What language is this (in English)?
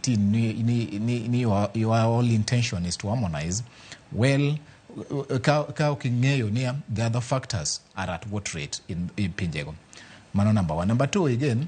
Luo (Kenya and Tanzania)